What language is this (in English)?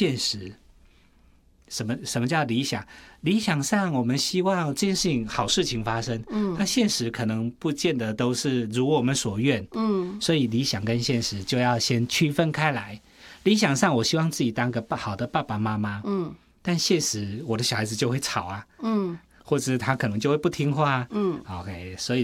Chinese